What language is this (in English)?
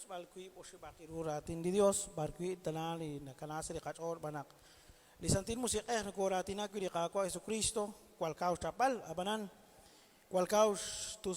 Kekchí